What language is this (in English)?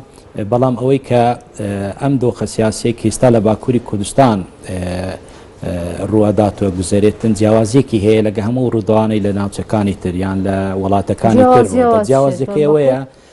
Central Kurdish